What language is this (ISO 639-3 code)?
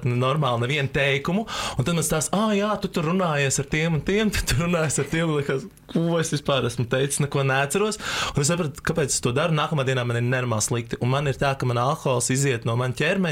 lav